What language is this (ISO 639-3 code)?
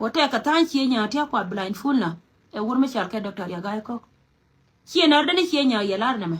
nus